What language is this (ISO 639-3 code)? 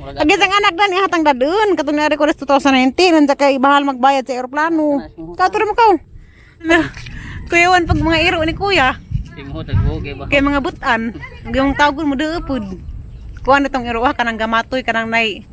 ceb